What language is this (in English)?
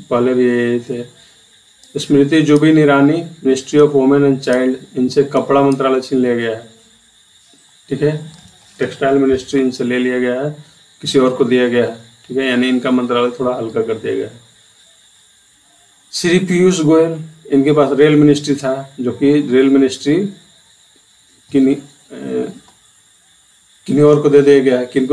Hindi